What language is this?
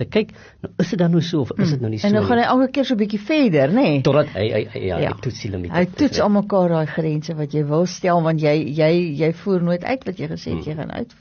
Afrikaans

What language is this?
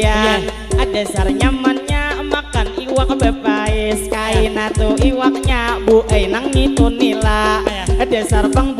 Banjar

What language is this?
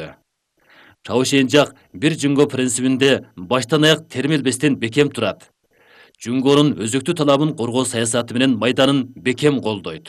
Kyrgyz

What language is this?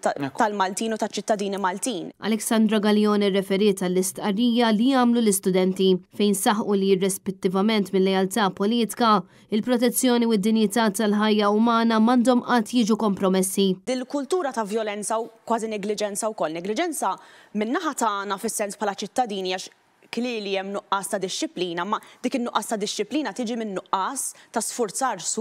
Maltese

